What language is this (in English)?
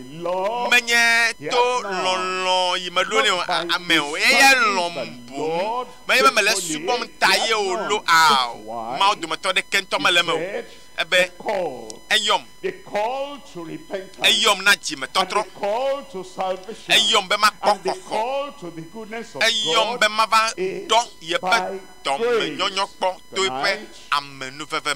Ewe